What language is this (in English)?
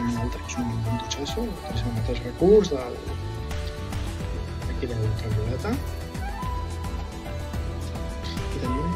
Catalan